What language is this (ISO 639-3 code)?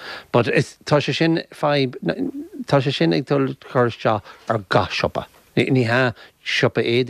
gle